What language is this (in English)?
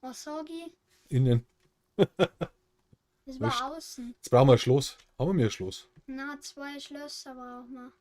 Bavarian